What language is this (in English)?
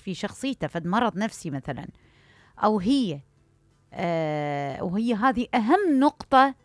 Mesopotamian Arabic